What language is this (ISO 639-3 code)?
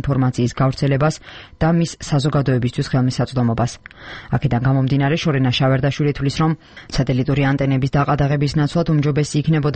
kat